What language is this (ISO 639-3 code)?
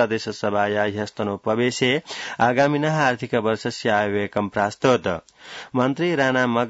san